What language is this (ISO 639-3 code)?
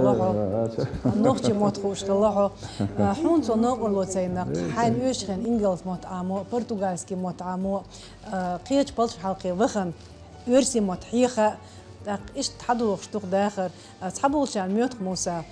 che